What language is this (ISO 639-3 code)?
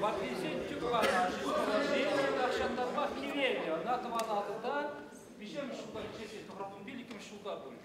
chv